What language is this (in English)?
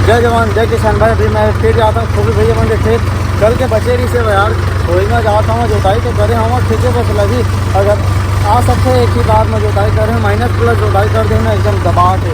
Chhattisgarhi